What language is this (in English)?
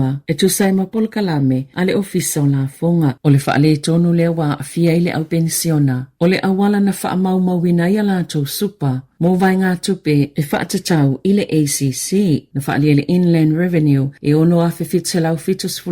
Samoan